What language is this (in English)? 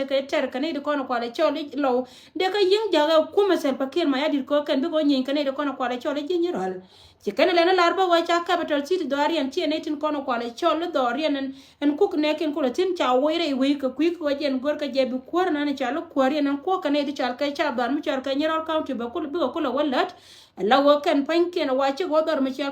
Nuer